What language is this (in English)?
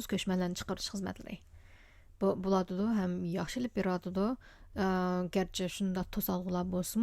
Uyghur